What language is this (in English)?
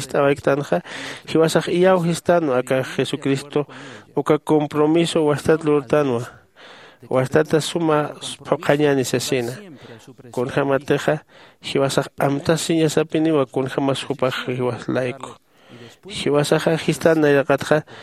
Aymara